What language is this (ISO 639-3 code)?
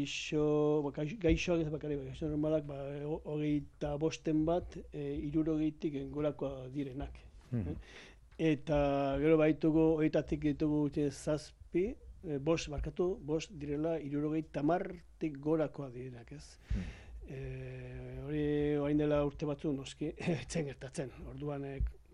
eus